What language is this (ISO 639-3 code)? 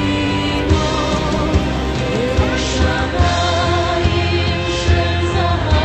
heb